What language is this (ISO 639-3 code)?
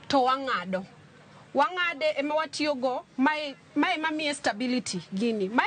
luo